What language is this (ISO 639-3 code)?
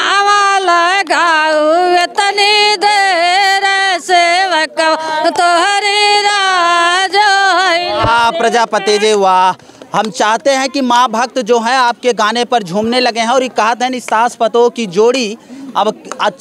bho